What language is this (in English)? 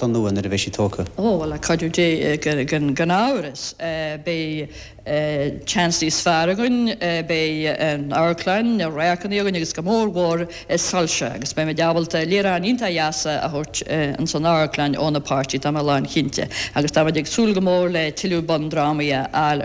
Irish